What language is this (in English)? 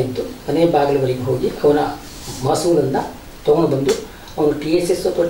Kannada